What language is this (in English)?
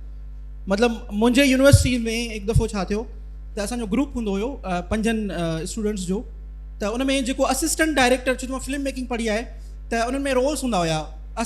Sindhi